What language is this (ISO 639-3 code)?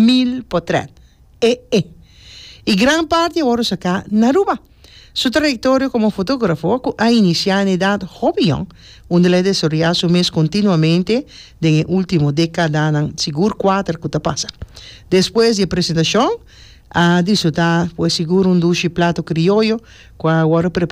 pap